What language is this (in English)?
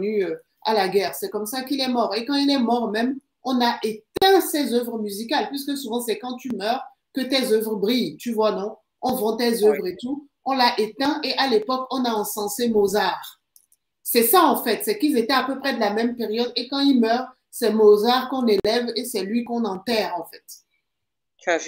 French